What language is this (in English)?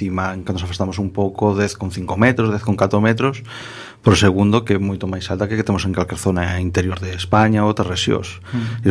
Galician